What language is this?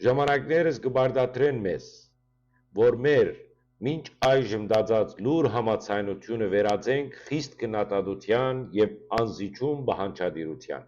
Western Armenian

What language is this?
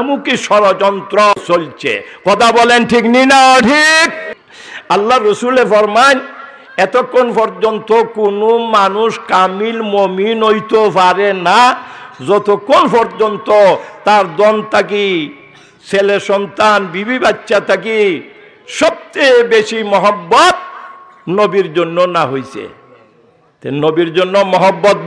Sylheti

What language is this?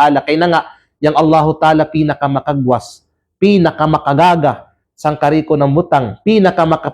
Kalagan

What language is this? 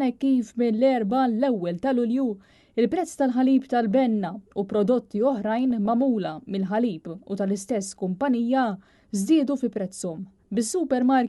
Maltese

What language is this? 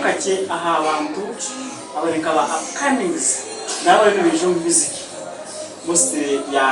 Nyankole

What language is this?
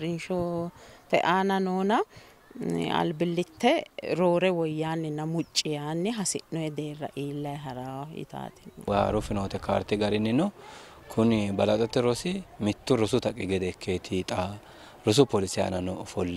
Sidamo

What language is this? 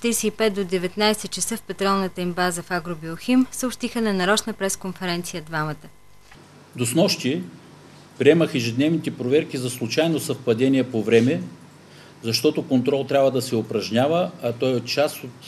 Bulgarian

